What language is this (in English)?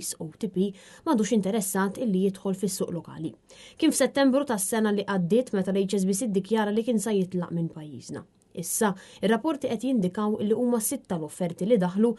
Maltese